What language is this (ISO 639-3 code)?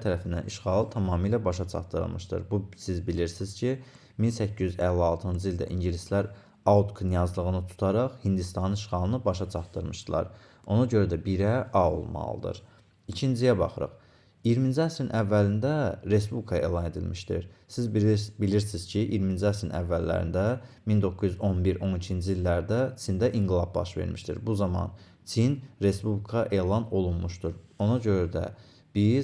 aze